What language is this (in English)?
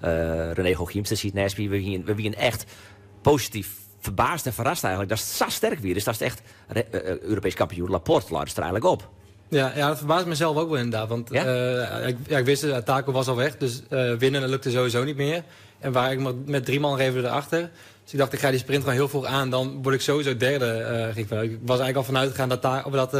Western Frisian